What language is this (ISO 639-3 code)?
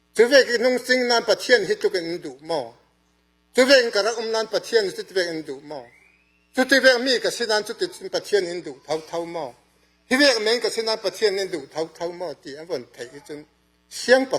cfm